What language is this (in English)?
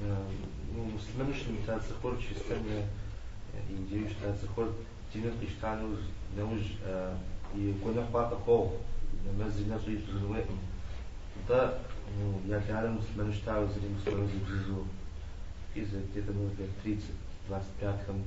Kabardian